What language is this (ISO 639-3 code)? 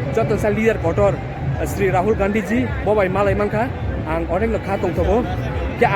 trp